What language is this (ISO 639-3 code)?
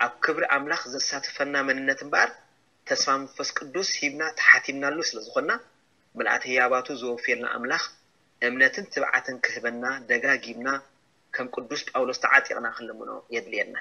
tir